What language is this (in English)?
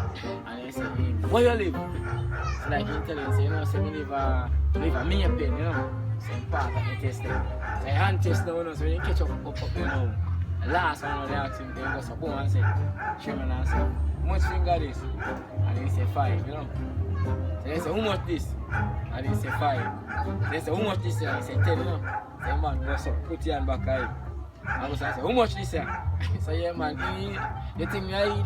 Jamaican Creole English